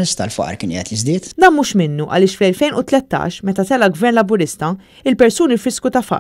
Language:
Maltese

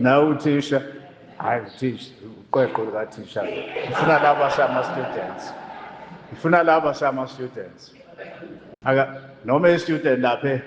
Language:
Zulu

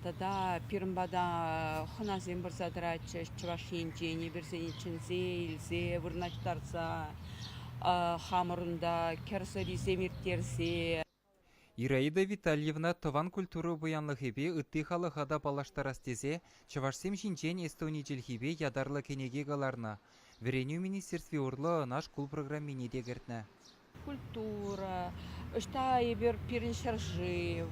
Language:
Chuvash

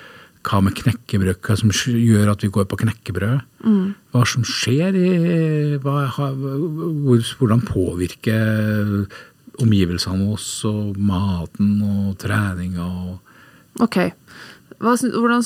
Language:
Norwegian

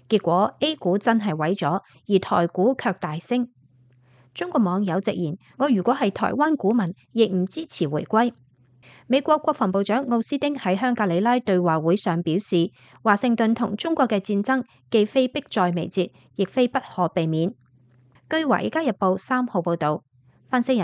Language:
Cantonese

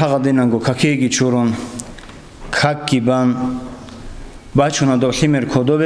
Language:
Avaric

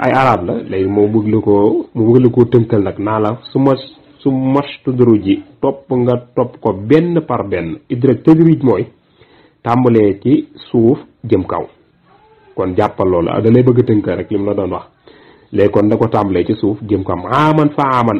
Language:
Wolof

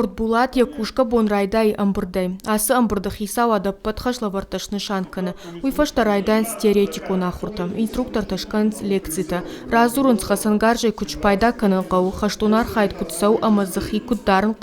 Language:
Ossetic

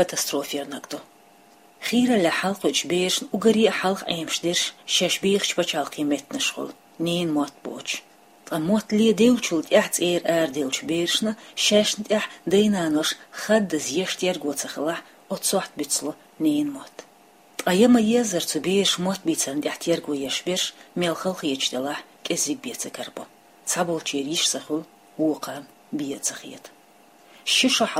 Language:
Chechen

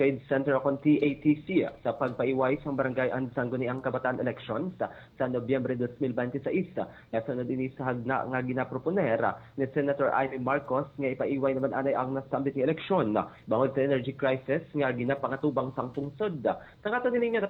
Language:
Hiligaynon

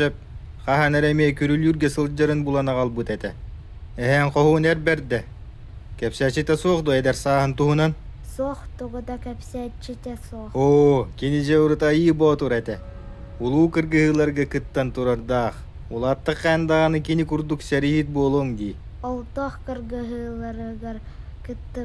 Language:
Yakut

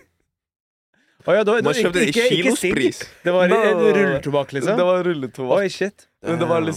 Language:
Norwegian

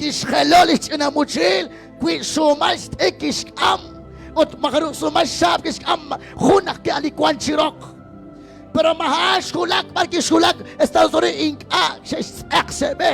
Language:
Kekchí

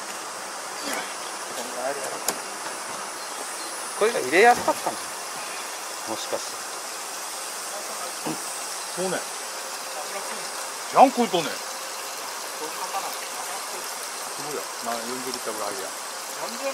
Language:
Japanese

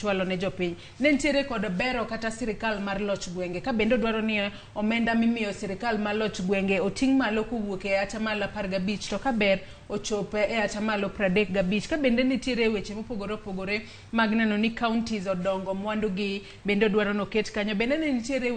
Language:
Luo (Kenya and Tanzania)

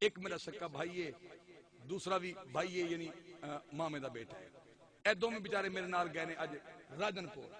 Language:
Saraiki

